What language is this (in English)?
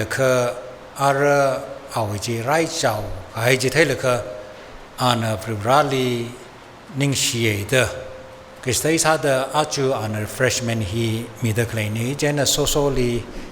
Tangkhul Naga (India)